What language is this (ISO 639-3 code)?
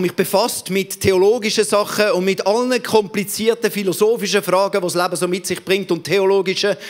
gsw